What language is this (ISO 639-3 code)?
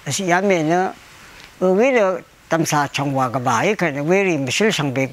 raw